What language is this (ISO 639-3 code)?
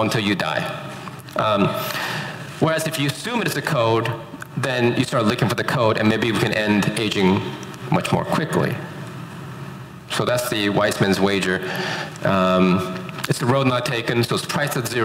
eng